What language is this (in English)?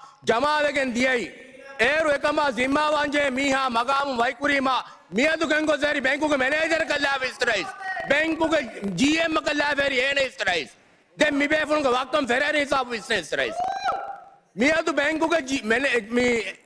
Divehi